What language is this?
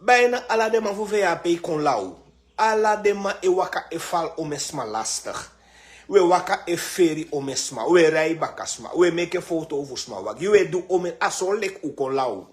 Sranan Tongo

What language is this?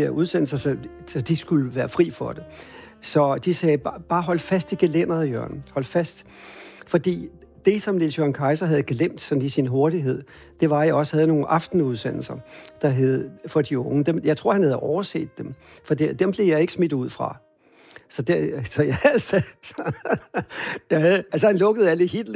Danish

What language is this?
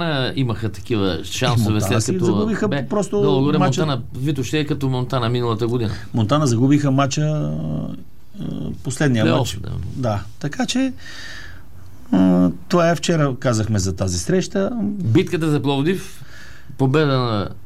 Bulgarian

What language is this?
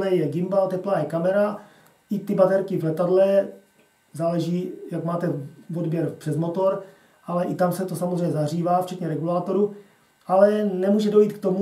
Czech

